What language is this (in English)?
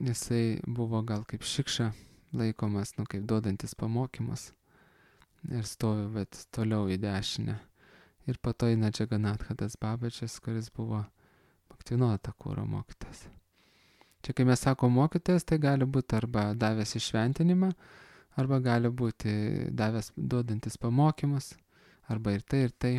Lithuanian